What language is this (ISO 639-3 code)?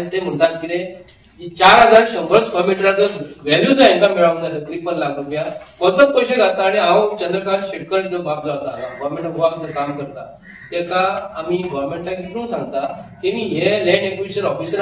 kok